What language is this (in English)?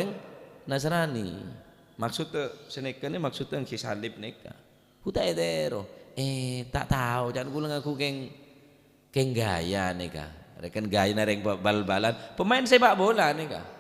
Madurese